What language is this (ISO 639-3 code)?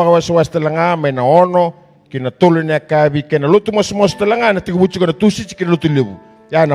fij